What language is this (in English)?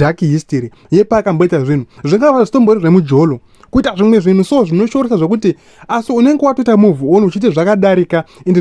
Shona